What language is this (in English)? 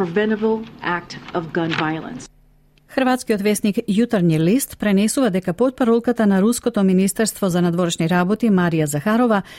Macedonian